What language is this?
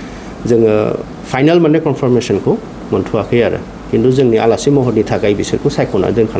Bodo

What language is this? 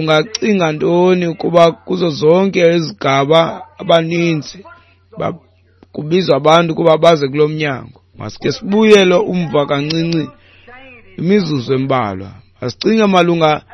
Xhosa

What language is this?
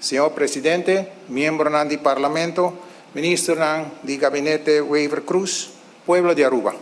Papiamento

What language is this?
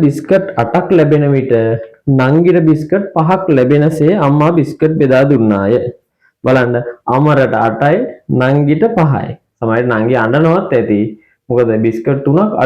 Sinhala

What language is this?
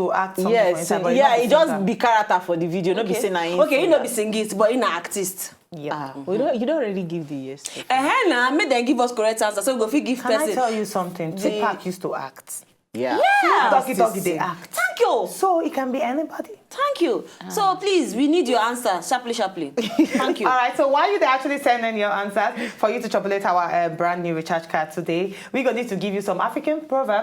Nigerian Pidgin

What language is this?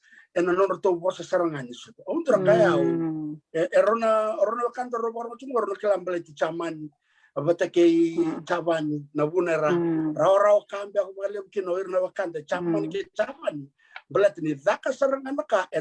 Fijian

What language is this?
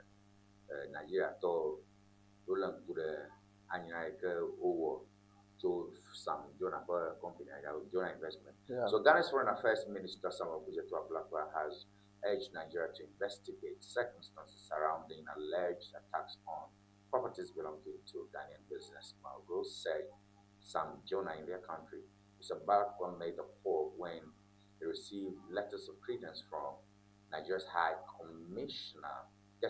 Ewe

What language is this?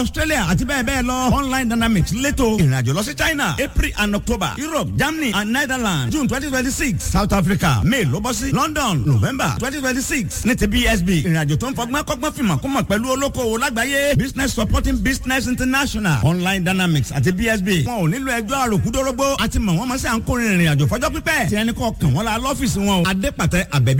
Yoruba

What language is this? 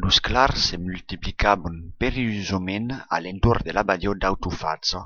Occitan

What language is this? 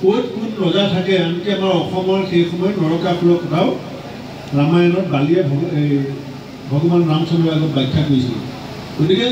Assamese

